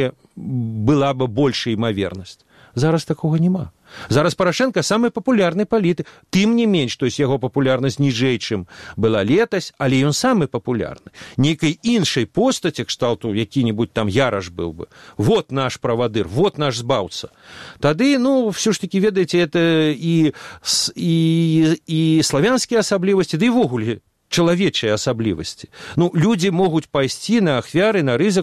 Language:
Belarusian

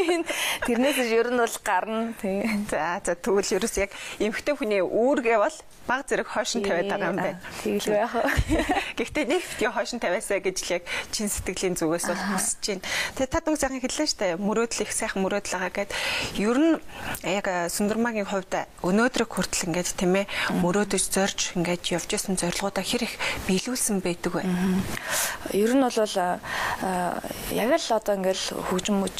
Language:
Mongolian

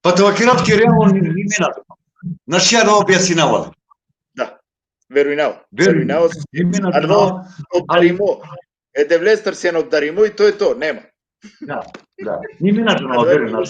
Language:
Balkan Romani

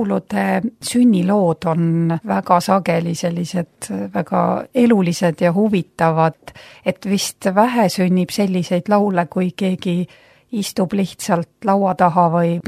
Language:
Estonian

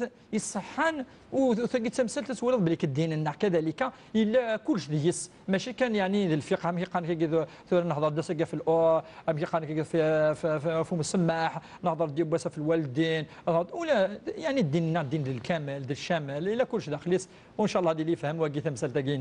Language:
Kabyle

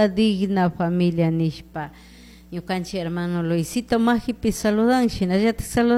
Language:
Chimborazo Highland Quichua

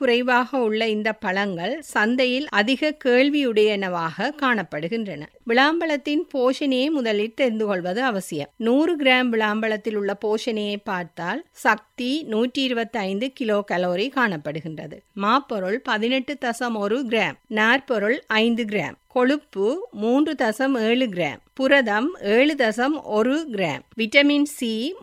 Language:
Tamil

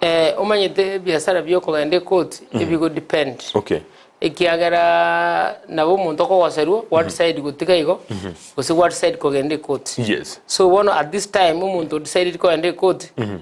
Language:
Gusii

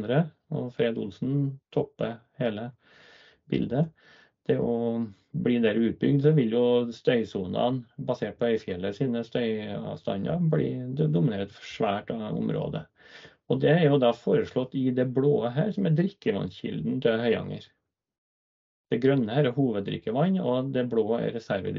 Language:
Norwegian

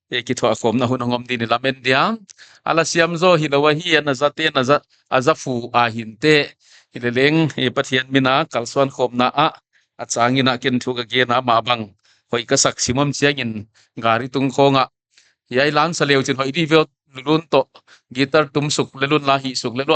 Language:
Paite Chin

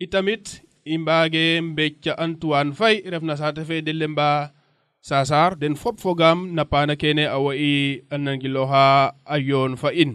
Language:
Serer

